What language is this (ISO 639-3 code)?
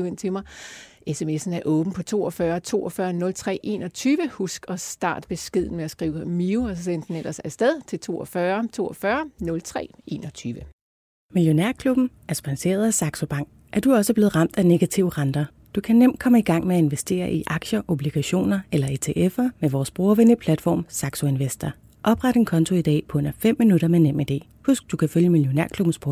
dan